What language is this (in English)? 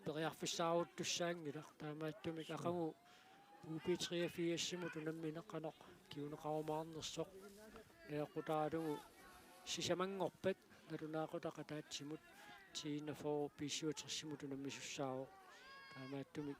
Kalaallisut